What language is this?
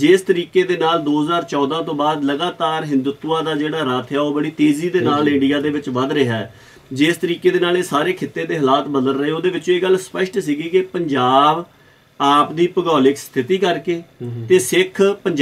Punjabi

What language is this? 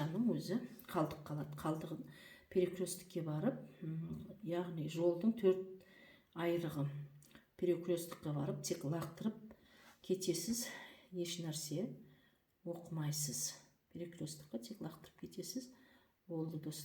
Kazakh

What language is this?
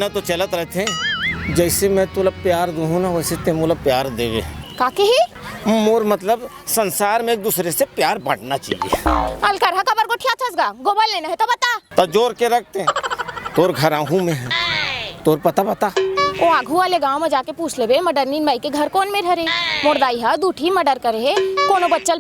Chhattisgarhi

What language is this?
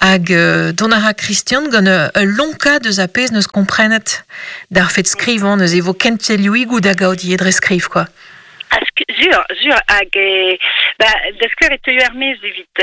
Breton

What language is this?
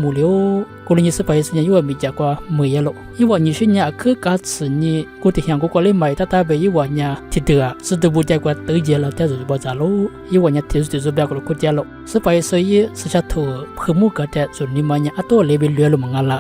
Lisu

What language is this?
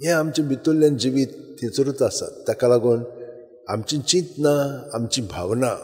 Konkani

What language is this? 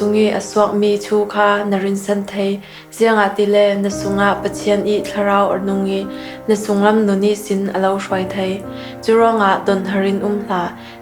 Falam Chin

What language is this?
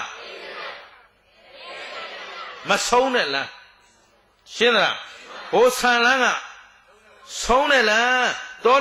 Burmese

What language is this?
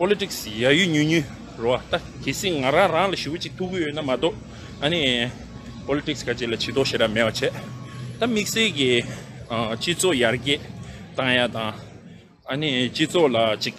Tibetan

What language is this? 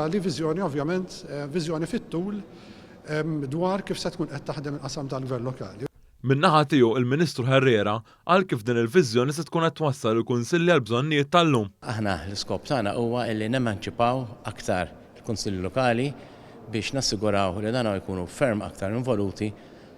Maltese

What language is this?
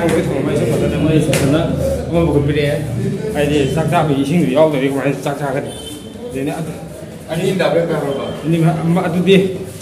Manipuri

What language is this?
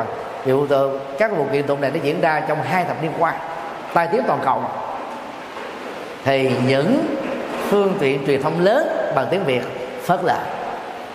Vietnamese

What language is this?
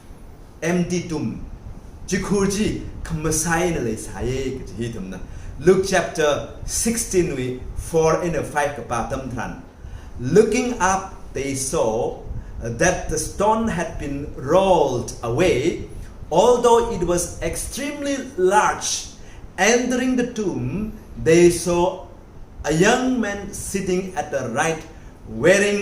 Tangkhul Naga (India)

